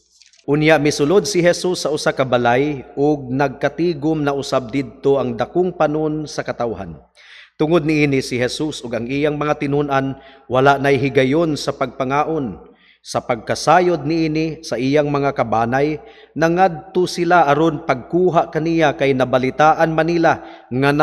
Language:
Cebuano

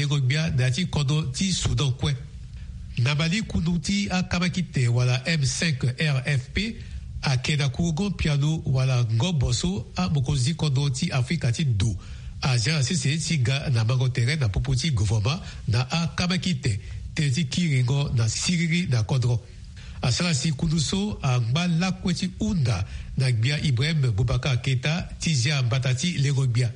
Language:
Sango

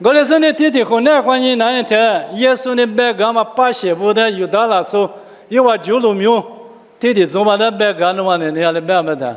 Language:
Lisu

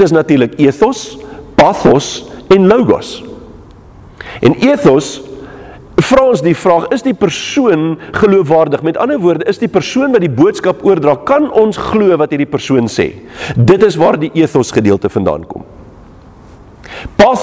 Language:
Afrikaans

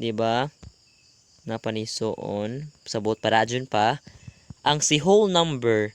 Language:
Cebuano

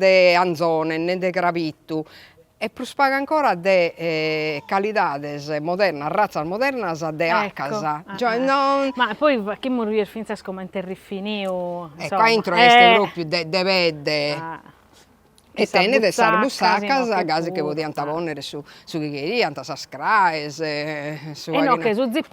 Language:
Sardinian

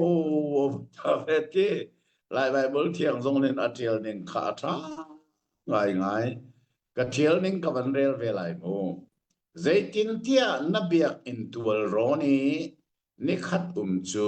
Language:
Hakha Chin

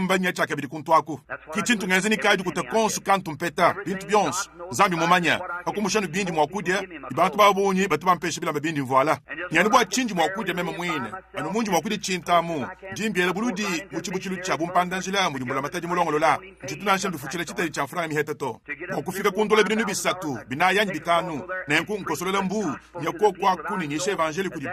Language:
Luba-Lulua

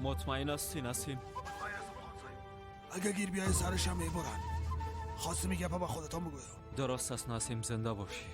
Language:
Persian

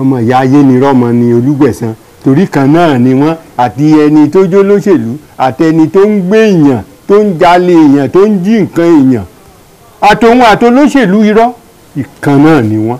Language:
Yoruba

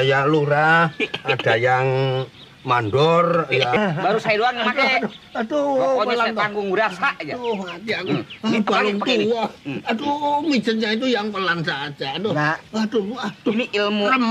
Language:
Betawi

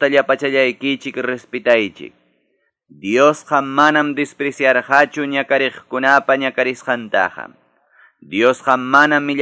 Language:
Quechua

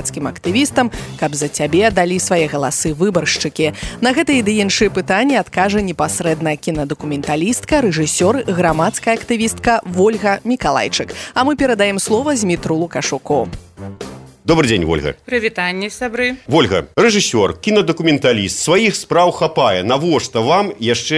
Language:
Belarusian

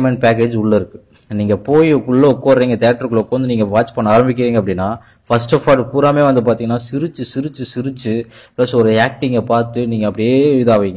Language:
Tamil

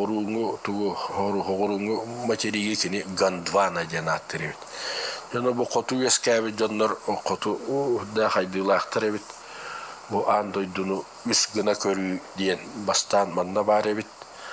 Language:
Yakut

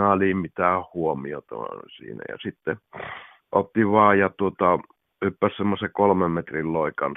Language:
Finnish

